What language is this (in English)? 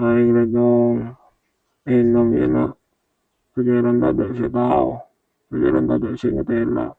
Madurese